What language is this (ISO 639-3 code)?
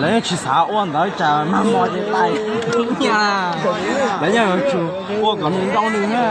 hmn